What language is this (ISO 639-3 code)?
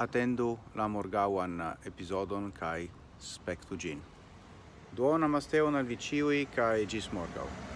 epo